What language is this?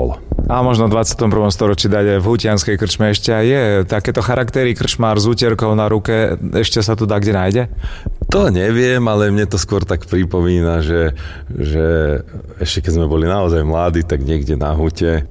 Slovak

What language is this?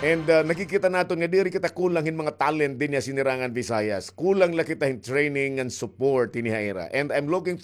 Waray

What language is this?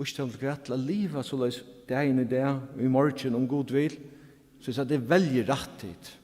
Faroese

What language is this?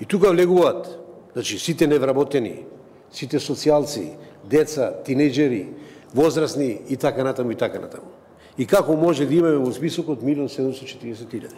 Macedonian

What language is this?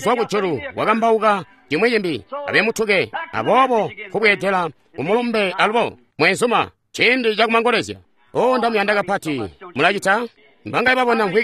Tonga (Zambia)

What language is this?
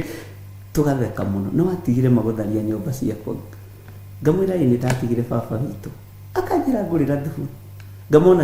Kikuyu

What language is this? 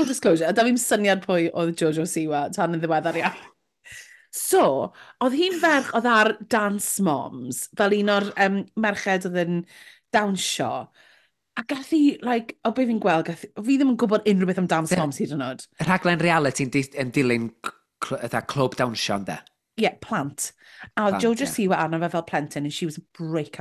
Welsh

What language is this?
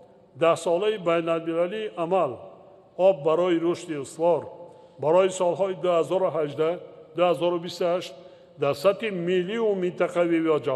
Tajik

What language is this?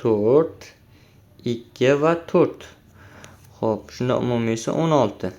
Uzbek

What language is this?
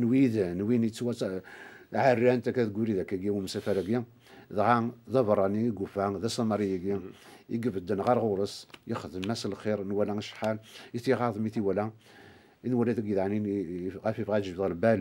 Kabyle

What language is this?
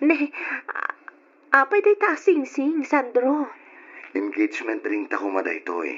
Iloko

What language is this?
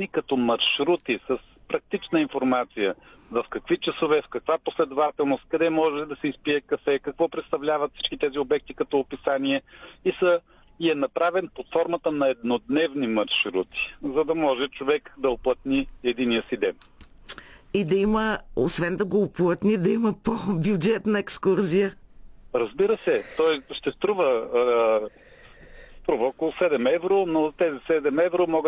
Bulgarian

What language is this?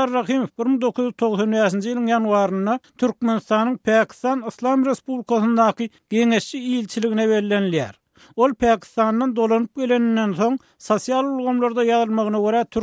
Turkmen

